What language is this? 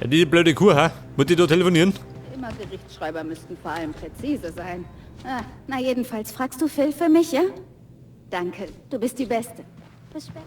Bavarian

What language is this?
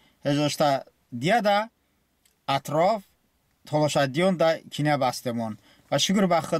Talysh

